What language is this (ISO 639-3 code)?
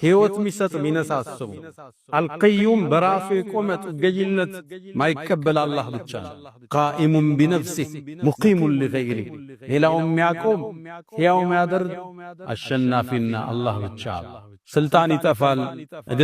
amh